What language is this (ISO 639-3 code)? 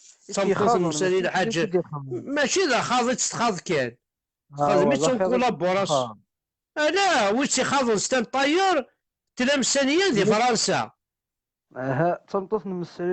kab